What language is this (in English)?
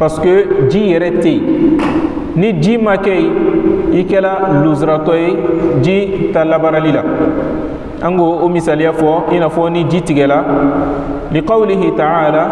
Bambara